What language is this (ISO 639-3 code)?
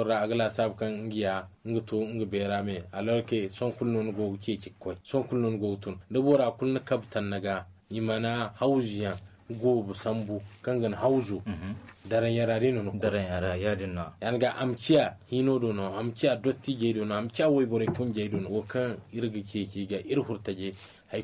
dje